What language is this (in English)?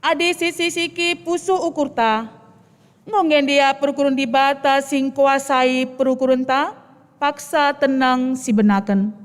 Batak Karo